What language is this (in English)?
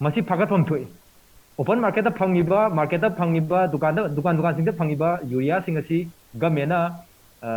Manipuri